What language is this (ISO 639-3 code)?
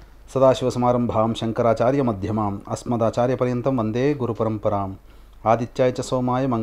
tel